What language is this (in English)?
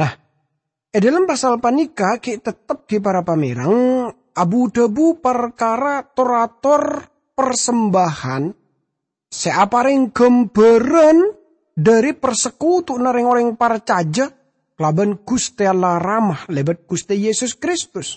Madurese